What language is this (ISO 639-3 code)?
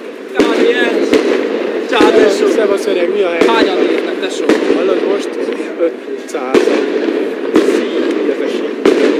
hun